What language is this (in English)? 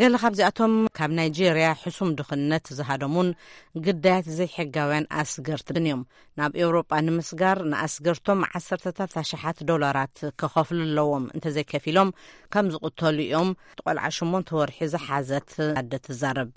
Tigrinya